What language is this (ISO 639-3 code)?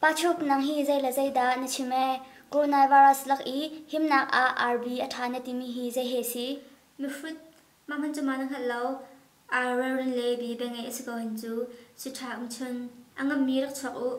cnh